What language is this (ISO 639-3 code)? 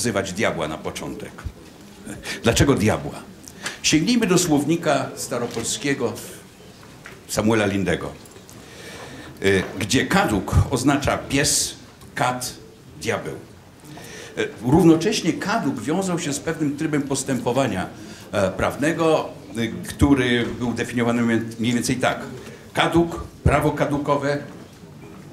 pol